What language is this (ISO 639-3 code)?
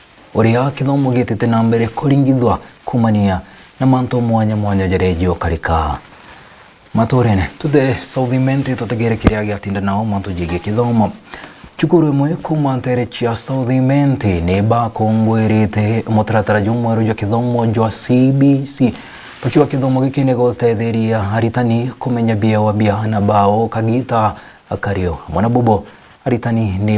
mer